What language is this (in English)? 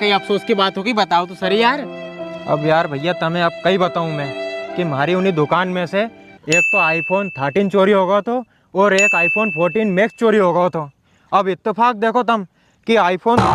Rajasthani